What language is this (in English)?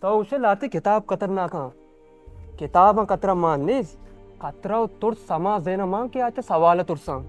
Baluchi